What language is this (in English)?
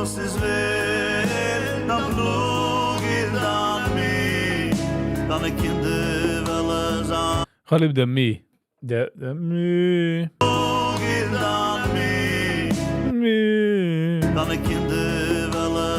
Yiddish